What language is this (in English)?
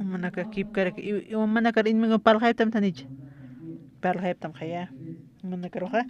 Aymara